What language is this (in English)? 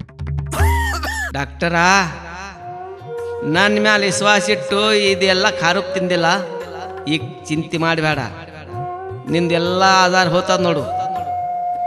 Kannada